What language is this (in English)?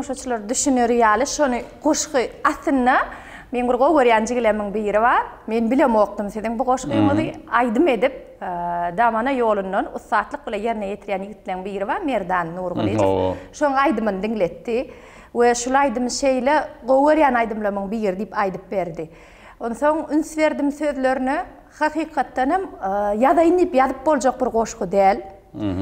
Turkmen